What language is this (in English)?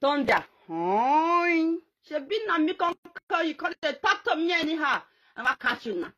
Nigerian Pidgin